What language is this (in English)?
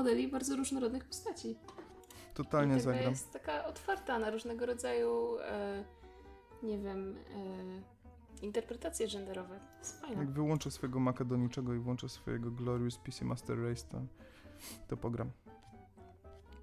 Polish